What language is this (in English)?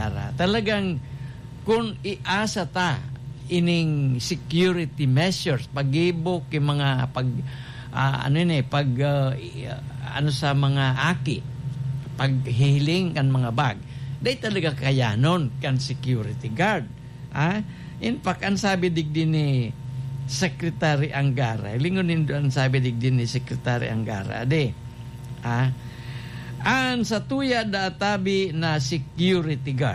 Bikol